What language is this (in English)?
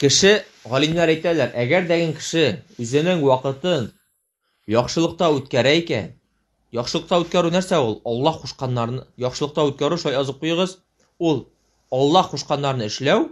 Tatar